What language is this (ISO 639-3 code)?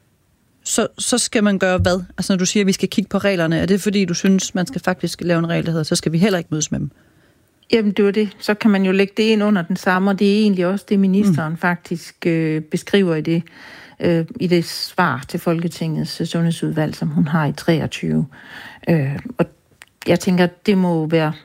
dan